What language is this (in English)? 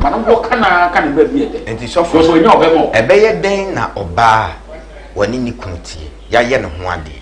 Akan